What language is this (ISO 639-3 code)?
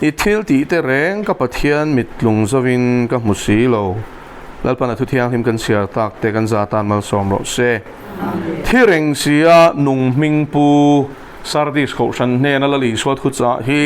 lus